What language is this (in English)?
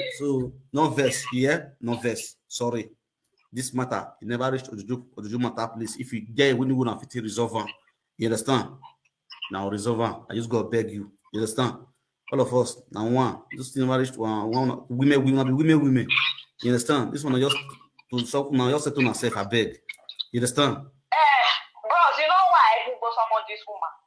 Nigerian Pidgin